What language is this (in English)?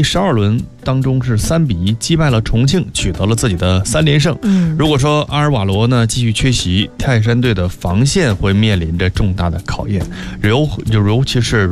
Chinese